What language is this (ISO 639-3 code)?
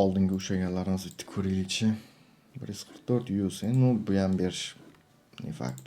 uzb